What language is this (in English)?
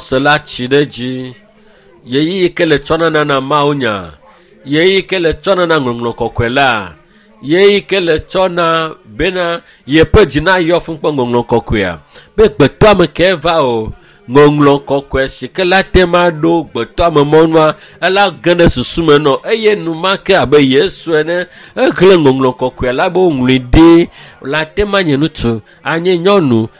Ewe